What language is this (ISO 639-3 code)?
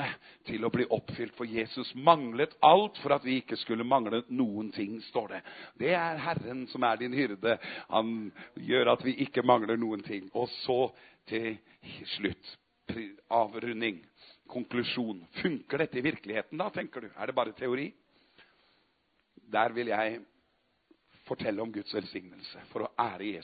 nor